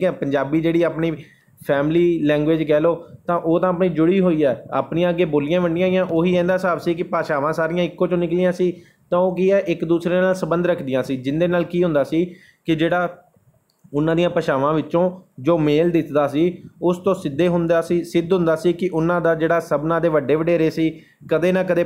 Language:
Punjabi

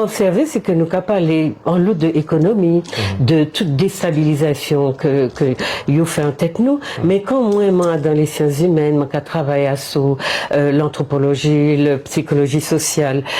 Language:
Guadeloupean Creole French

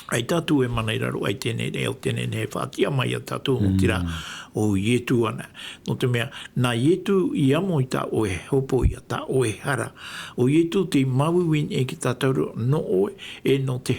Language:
Tahitian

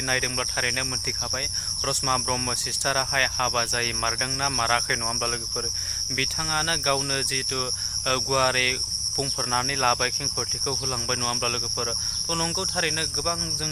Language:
Bodo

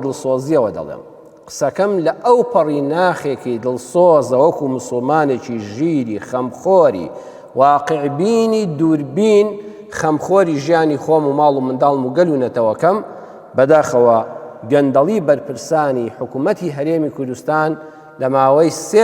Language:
Central Kurdish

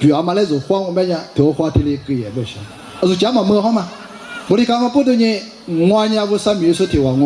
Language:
Lisu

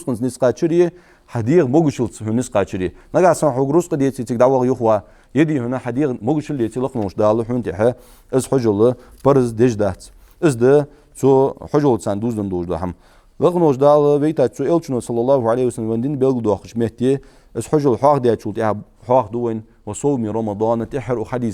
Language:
Ingush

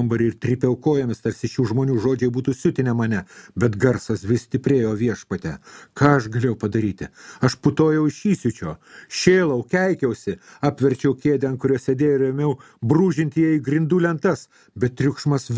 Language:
Lithuanian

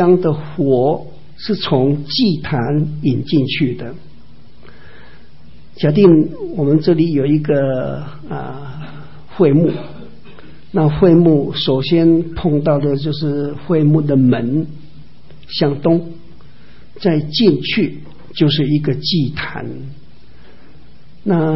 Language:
Chinese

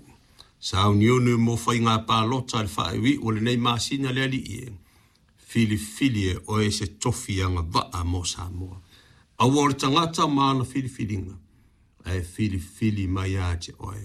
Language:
Samoan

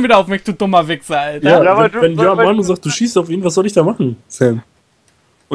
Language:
German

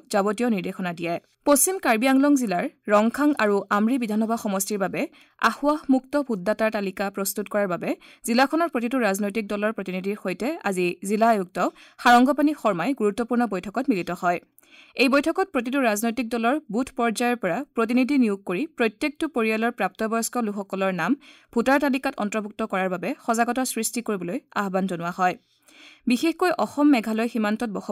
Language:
Assamese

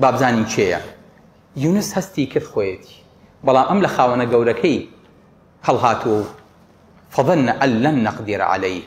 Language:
Central Kurdish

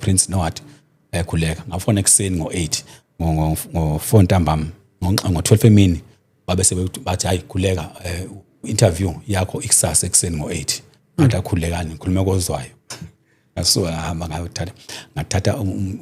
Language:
Zulu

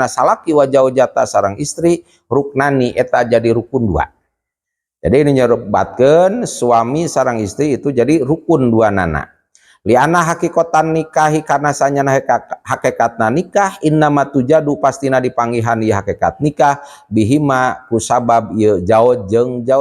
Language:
Sundanese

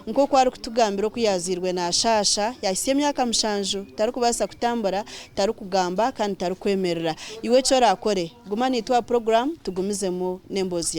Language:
Nyankole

